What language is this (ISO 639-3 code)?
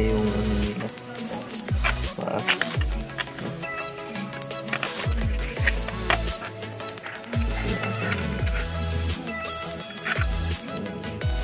fil